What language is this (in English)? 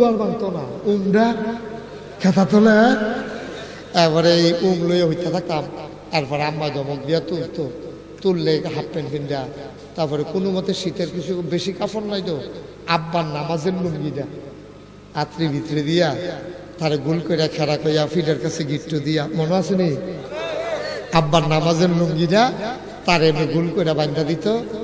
Bangla